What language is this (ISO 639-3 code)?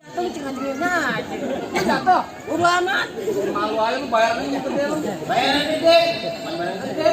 bew